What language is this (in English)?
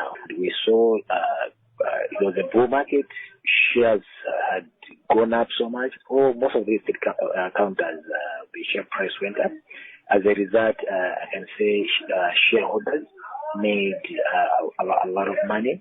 English